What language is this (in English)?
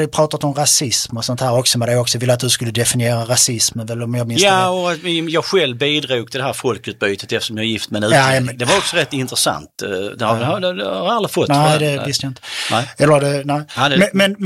Swedish